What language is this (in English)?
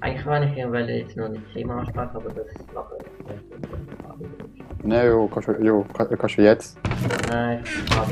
Swiss German